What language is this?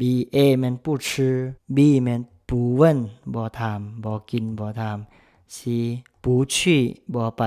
Lao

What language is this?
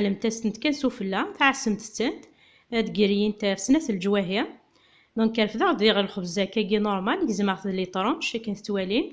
Kabyle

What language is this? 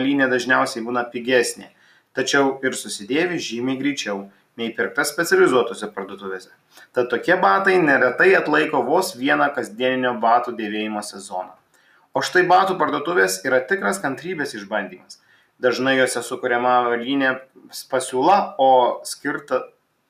Lithuanian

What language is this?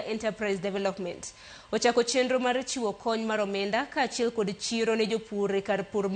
Luo (Kenya and Tanzania)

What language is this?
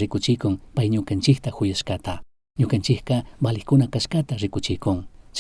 Chimborazo Highland Quichua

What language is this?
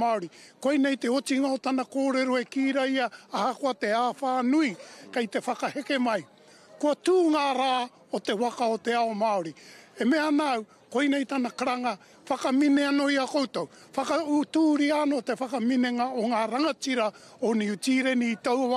Māori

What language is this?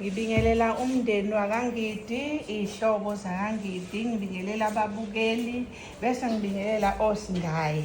Zulu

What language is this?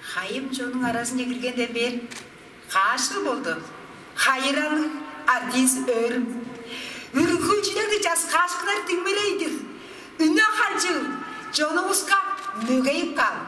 Tuvinian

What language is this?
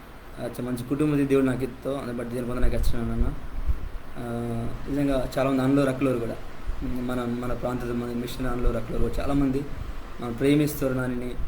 Koya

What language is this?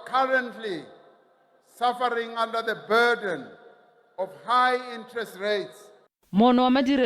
Tswana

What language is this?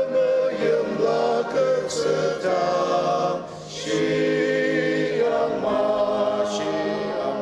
Ao Naga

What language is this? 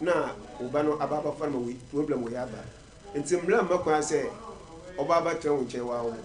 Akan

